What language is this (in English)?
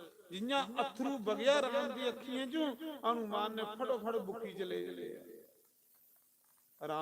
Dogri